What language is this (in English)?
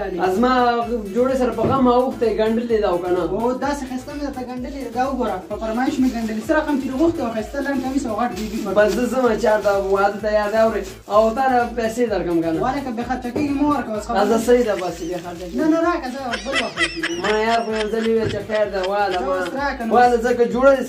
Pashto